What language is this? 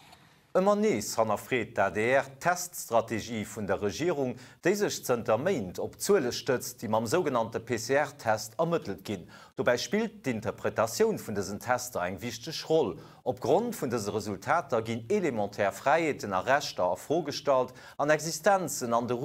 Luxembourgish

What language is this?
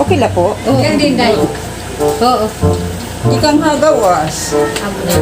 Waray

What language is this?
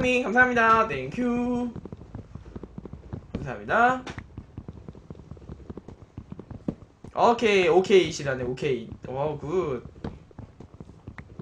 Korean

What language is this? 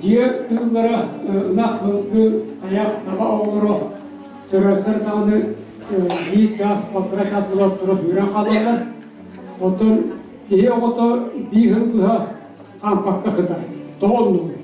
Yakut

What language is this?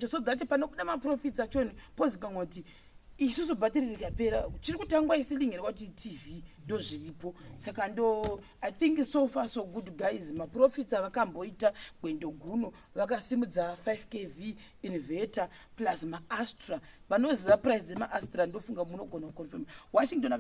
Shona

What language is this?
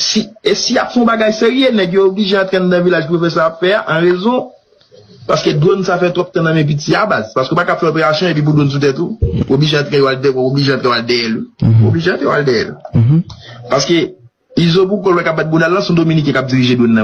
Haitian Creole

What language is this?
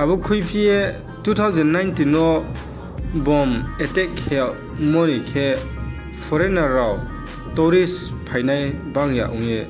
Riang (India)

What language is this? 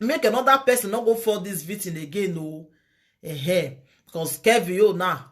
Nigerian Pidgin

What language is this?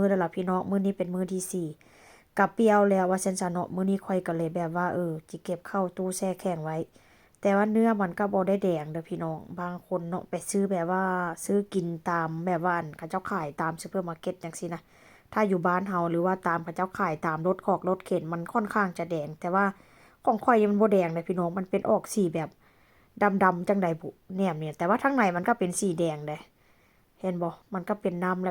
Lao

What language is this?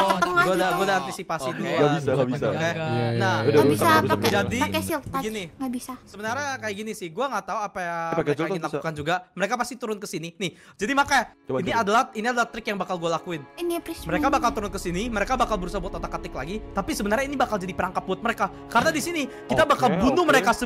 Indonesian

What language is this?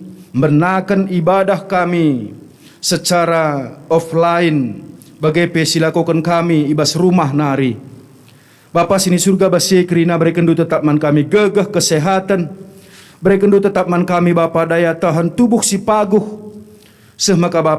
Batak Karo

